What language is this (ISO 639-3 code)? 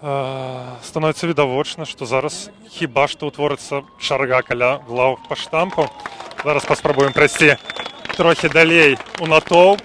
bel